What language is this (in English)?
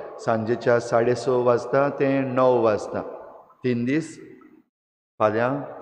Konkani